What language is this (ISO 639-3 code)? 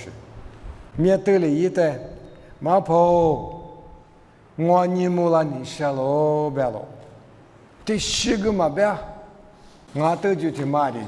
lis